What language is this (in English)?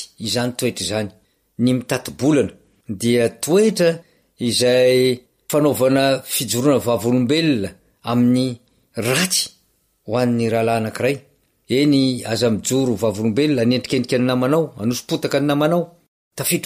Malagasy